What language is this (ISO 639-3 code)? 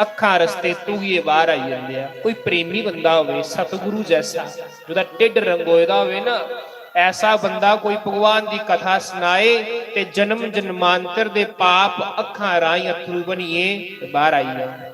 doi